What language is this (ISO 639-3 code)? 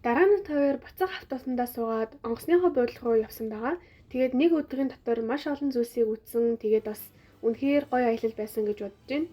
mon